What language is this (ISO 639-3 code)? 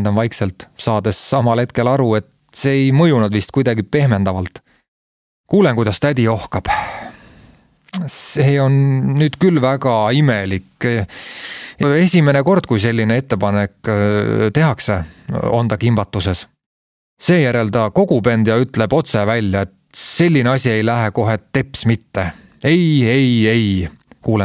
est